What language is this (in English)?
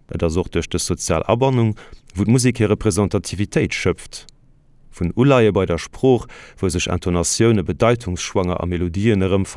Luxembourgish